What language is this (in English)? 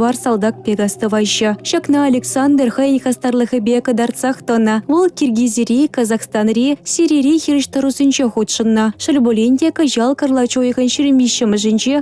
Chuvash